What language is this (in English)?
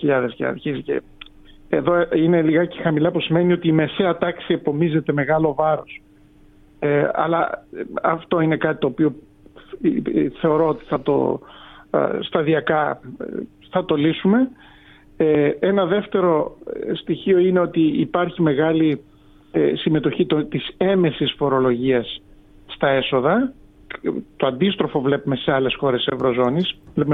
Greek